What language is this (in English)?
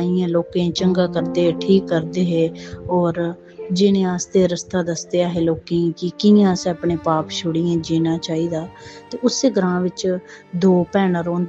Dogri